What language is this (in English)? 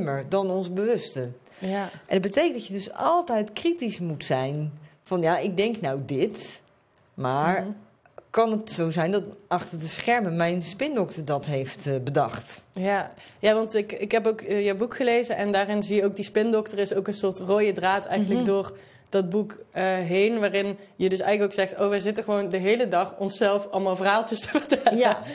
Dutch